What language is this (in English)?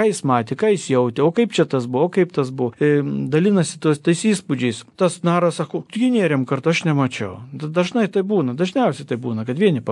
Lithuanian